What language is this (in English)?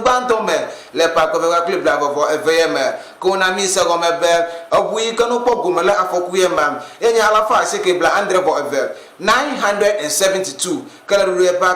Ewe